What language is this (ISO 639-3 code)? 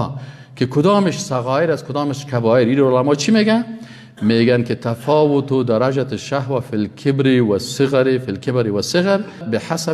fas